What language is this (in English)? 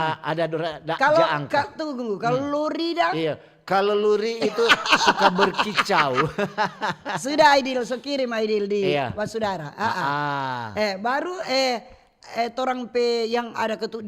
Manado Malay